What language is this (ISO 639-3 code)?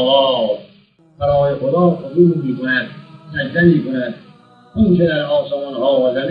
fas